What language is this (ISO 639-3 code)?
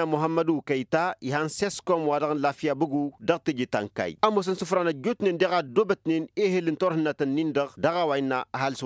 taq